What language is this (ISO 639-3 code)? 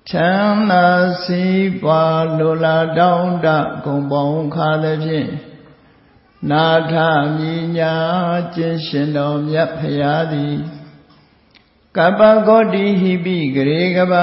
mya